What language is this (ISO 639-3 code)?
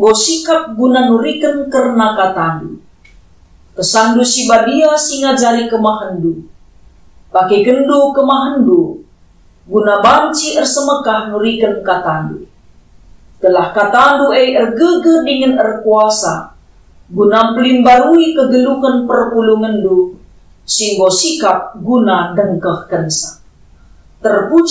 btx